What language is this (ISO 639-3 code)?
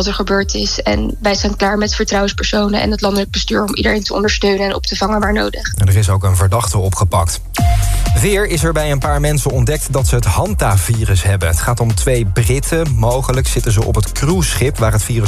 nld